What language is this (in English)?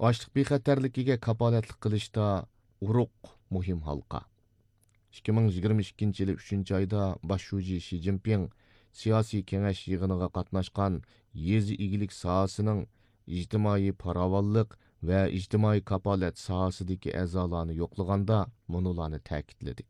Uyghur